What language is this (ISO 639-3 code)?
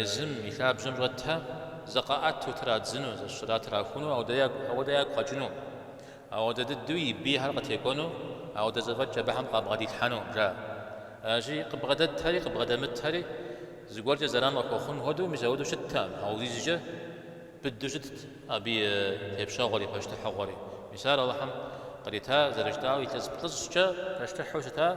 kbd